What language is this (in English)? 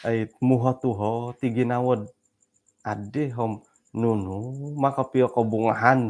Central Dusun